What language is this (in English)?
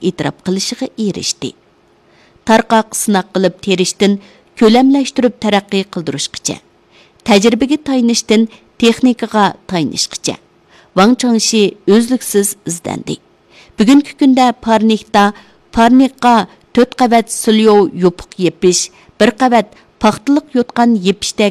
Uyghur